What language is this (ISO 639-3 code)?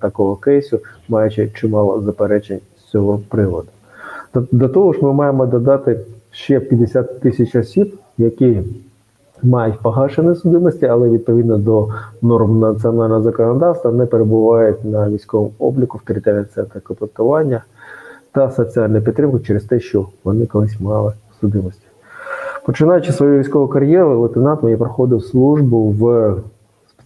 ukr